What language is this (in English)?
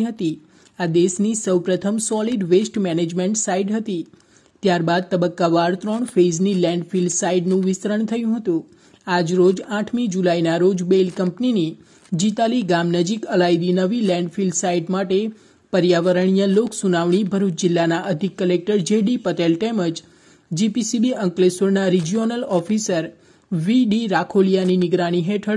Gujarati